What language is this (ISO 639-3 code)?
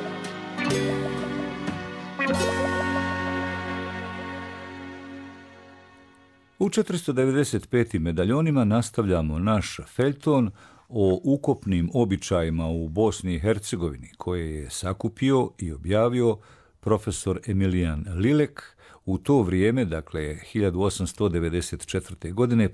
bos